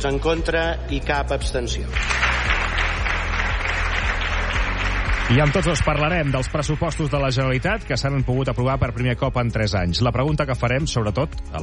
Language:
Catalan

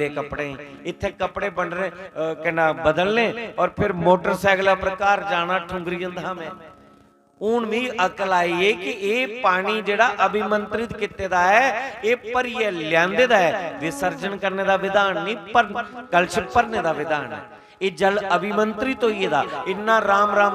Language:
Dogri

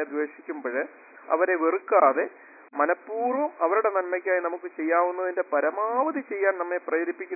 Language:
Malayalam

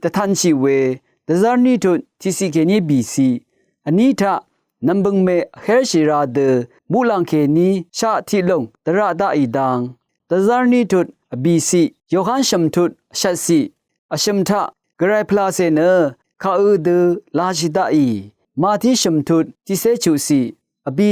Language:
Rawang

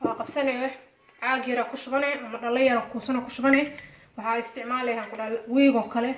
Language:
Somali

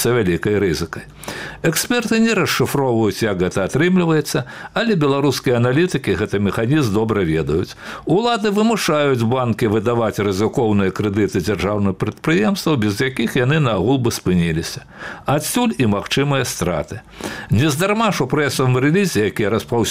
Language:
Belarusian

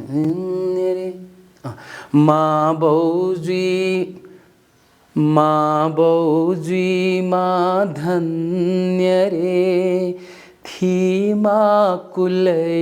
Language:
Newari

